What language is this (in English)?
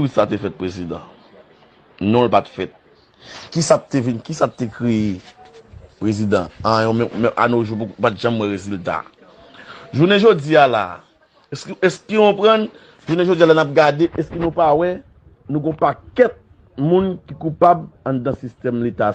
Haitian Creole